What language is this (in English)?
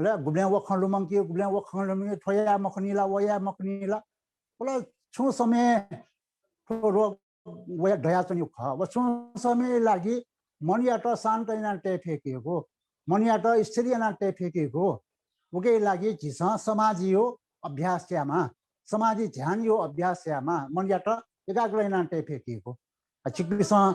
Newari